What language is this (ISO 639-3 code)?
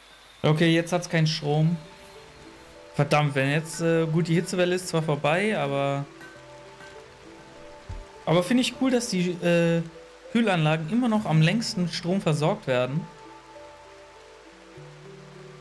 deu